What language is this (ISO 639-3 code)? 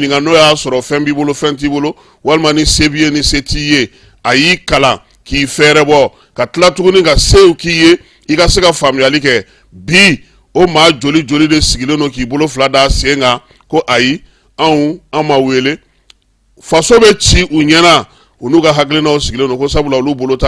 bam